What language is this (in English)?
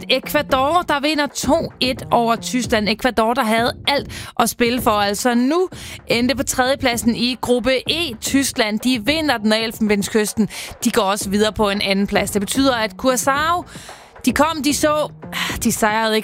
Danish